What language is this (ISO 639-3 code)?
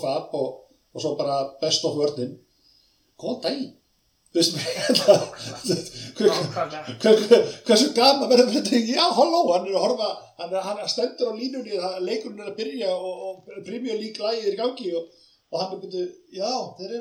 isl